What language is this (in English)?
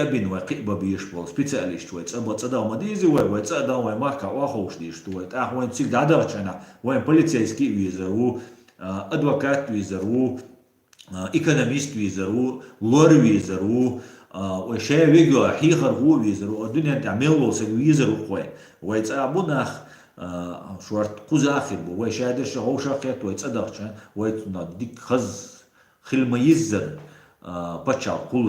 Chechen